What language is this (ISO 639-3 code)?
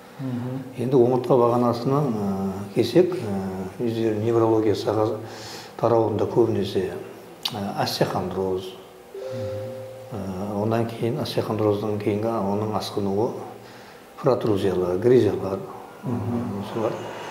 kaa